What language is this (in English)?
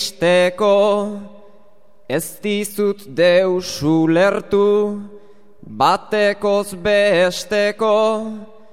Basque